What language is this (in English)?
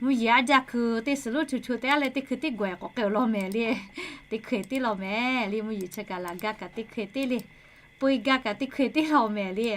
Lahu